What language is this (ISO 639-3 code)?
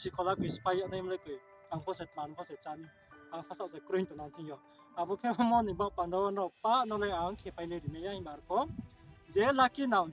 ria